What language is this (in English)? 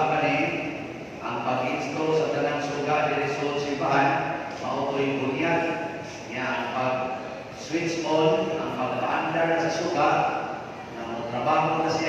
Cebuano